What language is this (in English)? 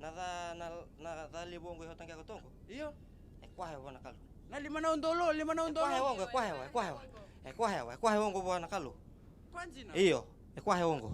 Fijian